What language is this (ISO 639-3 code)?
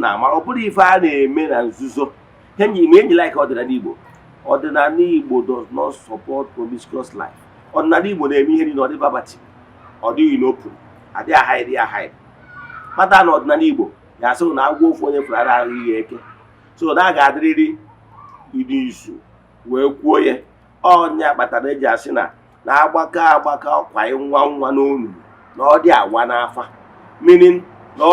ibo